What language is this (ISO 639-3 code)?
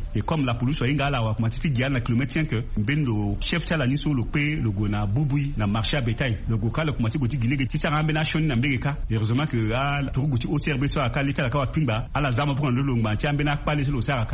sag